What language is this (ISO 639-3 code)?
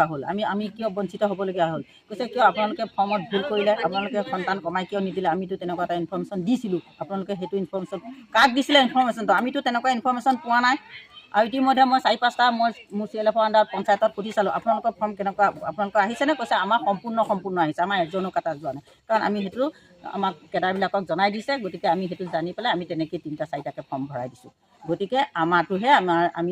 asm